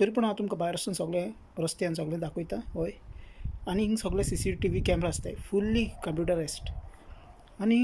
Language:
Konkani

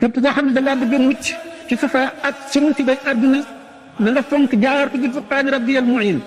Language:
Wolof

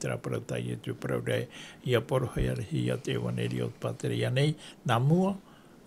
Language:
Tahitian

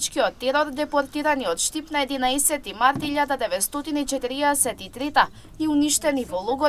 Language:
Macedonian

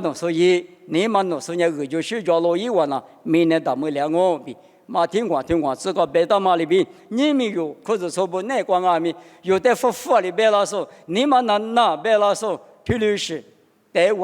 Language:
Lisu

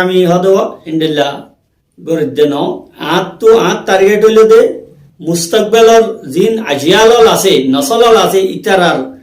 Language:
Rohingya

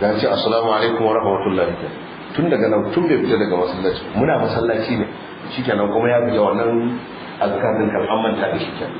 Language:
Hausa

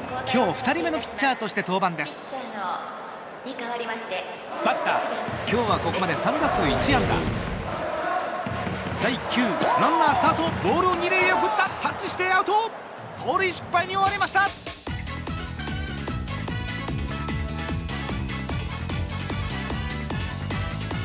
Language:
Japanese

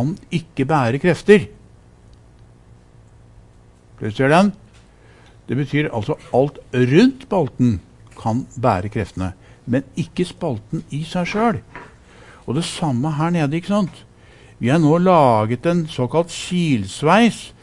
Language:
Norwegian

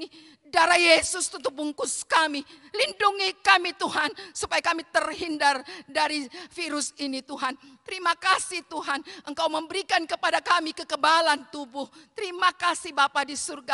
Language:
Indonesian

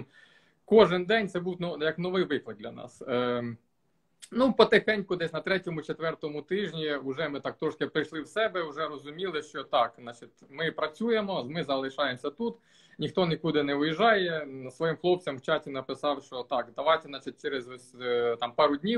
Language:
Ukrainian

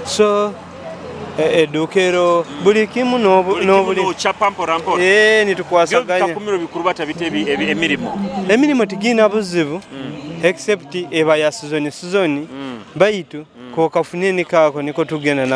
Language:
Nyoro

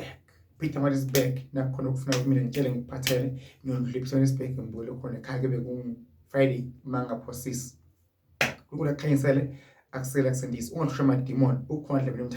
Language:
Zulu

